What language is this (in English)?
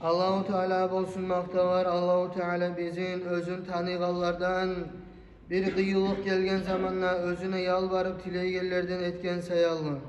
Kumyk